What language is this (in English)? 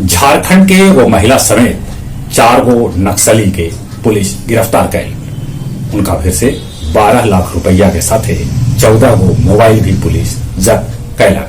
Magahi